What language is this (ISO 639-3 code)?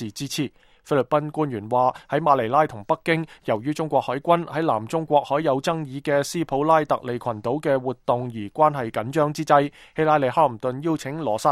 yue